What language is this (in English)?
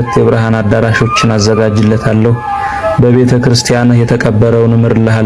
Amharic